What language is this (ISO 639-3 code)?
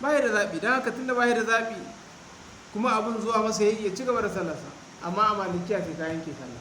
hau